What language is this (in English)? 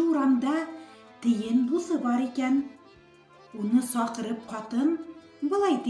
Bashkir